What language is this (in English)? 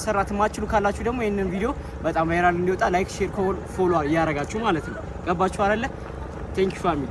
Amharic